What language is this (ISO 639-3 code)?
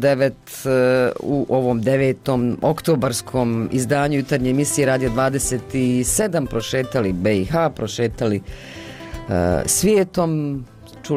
bos